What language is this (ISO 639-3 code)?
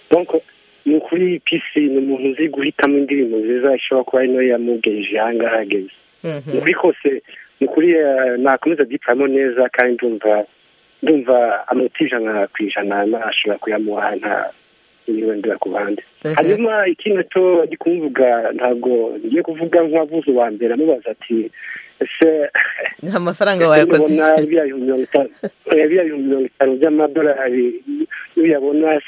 kin